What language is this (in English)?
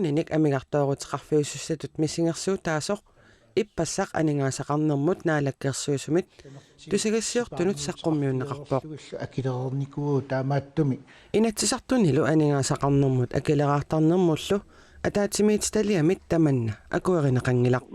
Kalaallisut